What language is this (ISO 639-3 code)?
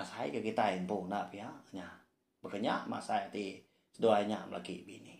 iba